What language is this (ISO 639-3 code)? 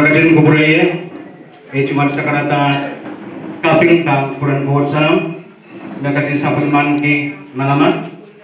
pon